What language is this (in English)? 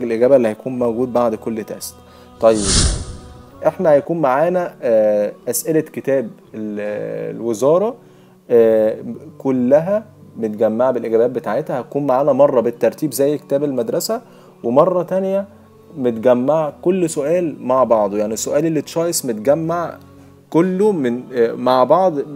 Egyptian Arabic